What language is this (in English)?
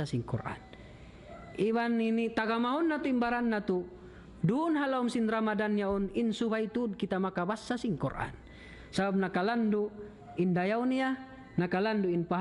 Tausug